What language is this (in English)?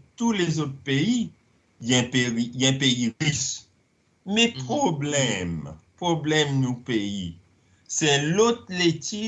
Seselwa Creole French